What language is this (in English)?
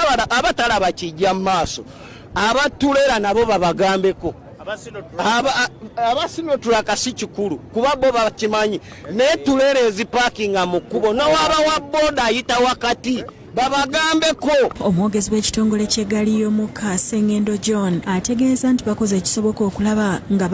Ganda